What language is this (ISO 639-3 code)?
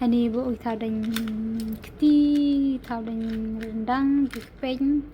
kha